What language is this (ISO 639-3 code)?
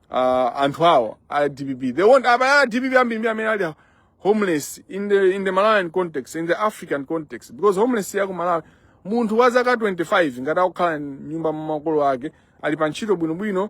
nya